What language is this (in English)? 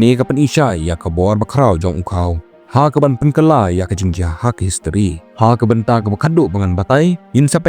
Khasi